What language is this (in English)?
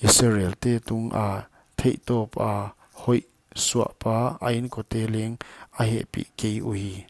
Paite Chin